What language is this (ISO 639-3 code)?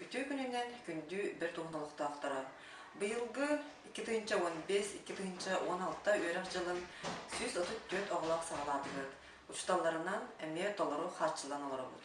sah